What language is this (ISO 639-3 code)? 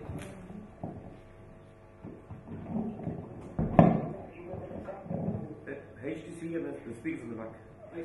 urd